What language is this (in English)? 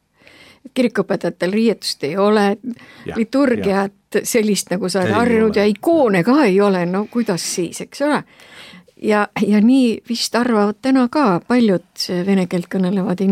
Estonian